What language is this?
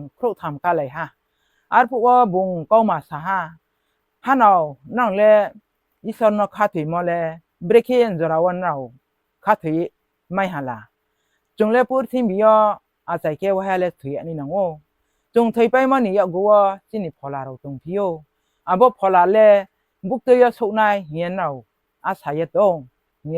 Riang (India)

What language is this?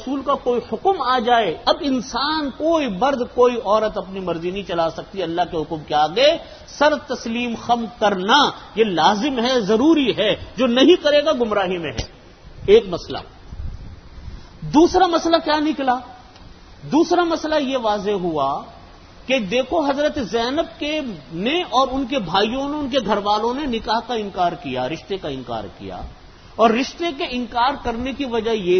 Urdu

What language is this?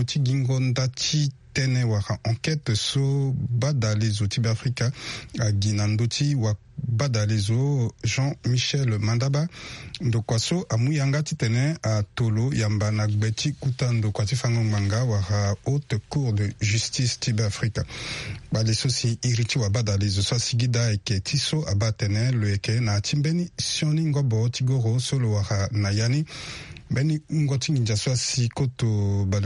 Sango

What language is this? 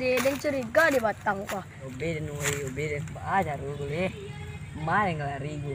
Minangkabau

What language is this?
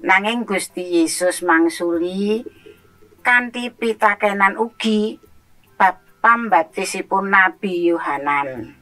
Javanese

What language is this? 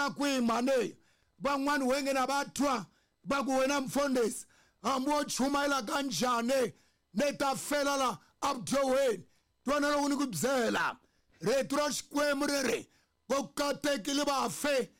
Tsonga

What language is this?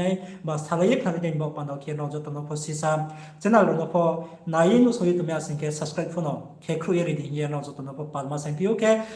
Riang (India)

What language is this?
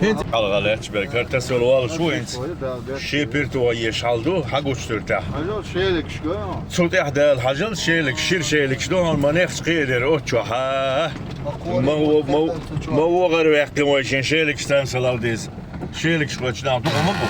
Chechen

